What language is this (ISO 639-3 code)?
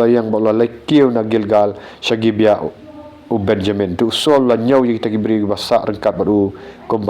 kha